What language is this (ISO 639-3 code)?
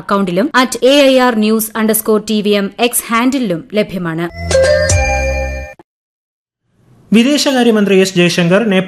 mal